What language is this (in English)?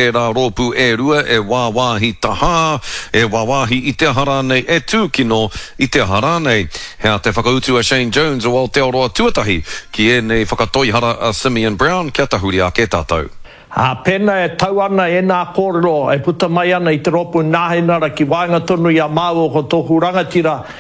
Māori